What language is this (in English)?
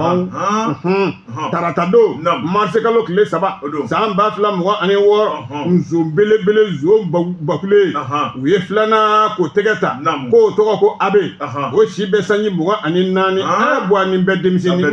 Bambara